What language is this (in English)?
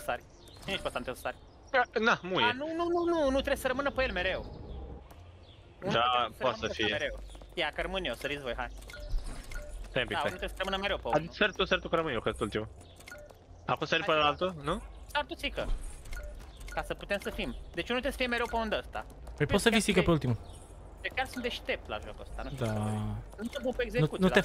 Romanian